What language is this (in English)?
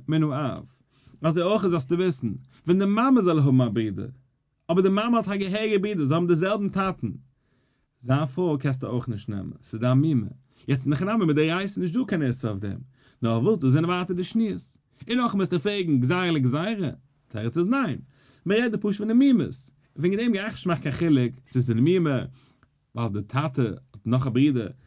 Yiddish